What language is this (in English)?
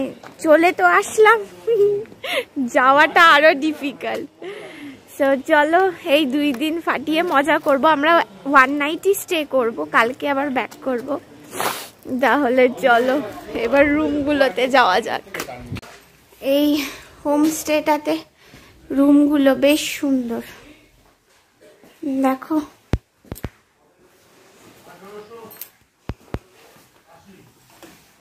Bangla